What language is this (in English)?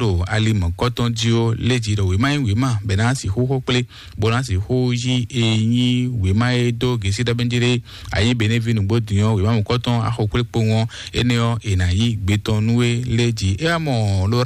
Fon